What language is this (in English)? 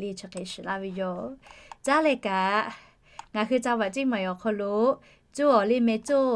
Lahu